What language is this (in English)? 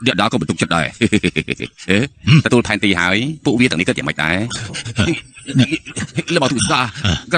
Khmer